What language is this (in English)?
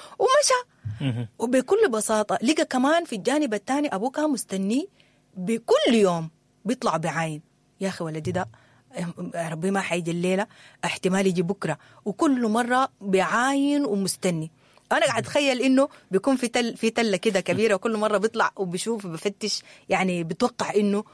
Sudanese Arabic